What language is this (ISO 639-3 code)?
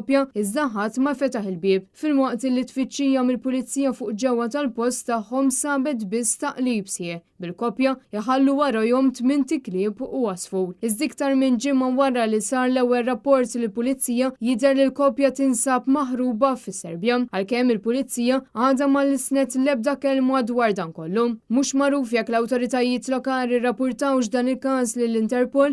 mlt